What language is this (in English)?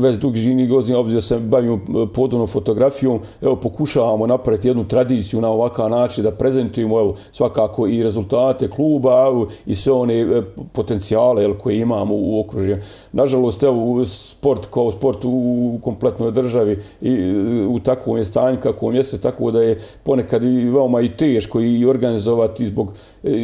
Bosnian